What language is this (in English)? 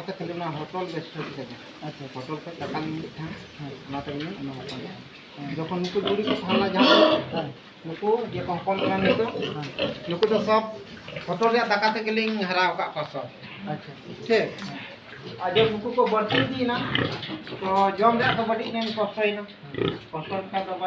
Santali